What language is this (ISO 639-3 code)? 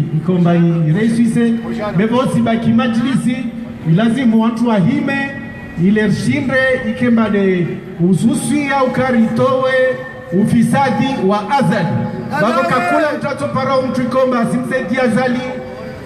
zdj